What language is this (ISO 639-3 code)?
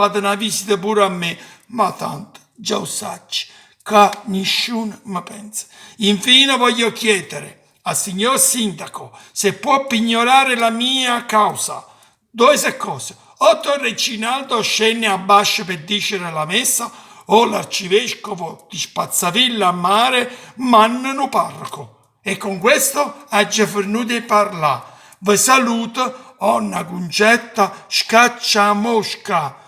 nap